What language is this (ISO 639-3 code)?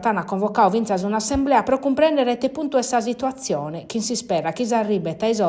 srd